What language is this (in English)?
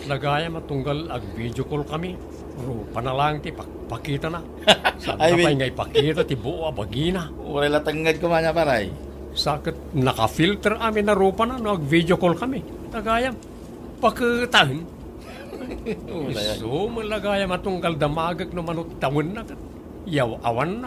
Iloko